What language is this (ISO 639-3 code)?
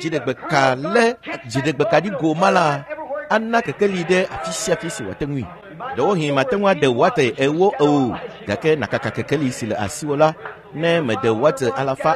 ewe